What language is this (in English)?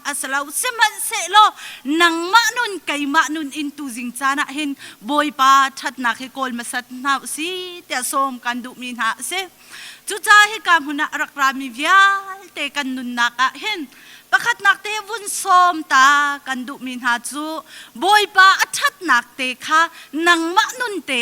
Hakha Chin